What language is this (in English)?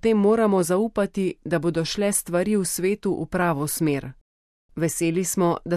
Slovenian